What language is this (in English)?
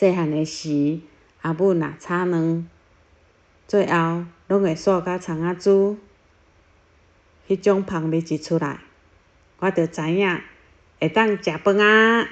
Min Nan Chinese